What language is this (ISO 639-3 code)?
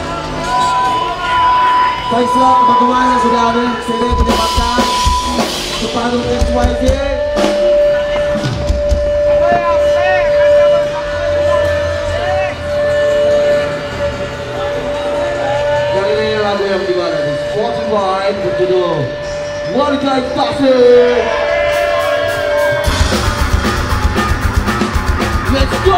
ind